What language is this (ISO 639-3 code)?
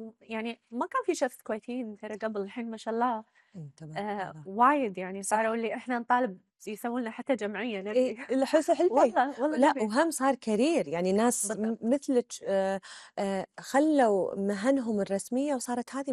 afb